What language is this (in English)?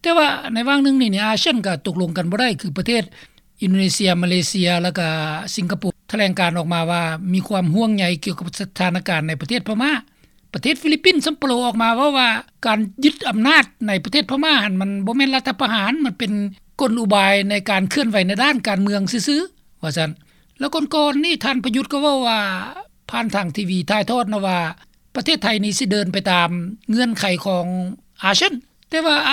Lao